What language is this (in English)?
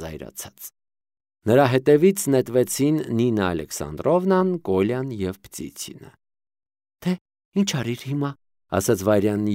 Armenian